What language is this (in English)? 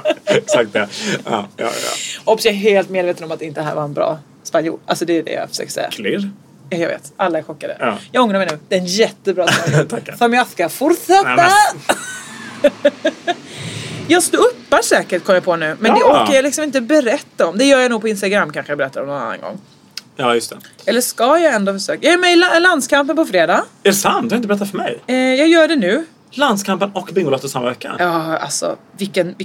Swedish